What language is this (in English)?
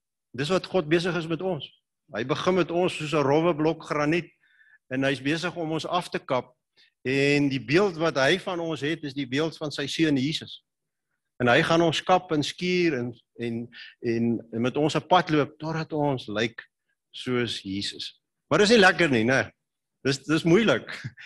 Afrikaans